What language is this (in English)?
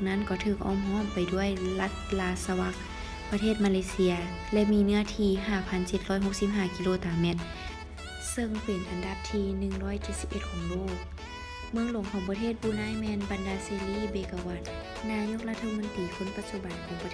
Lao